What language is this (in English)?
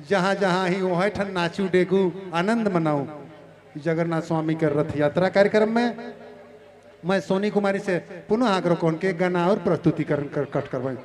Sadri